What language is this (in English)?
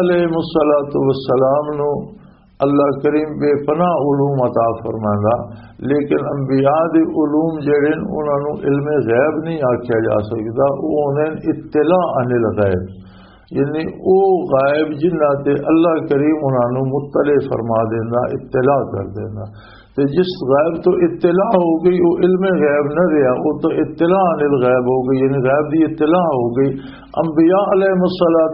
Western Panjabi